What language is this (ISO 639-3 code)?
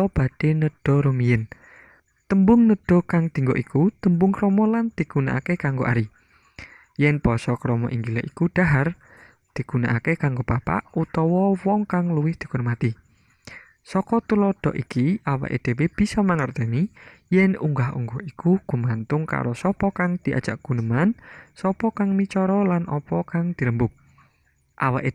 jav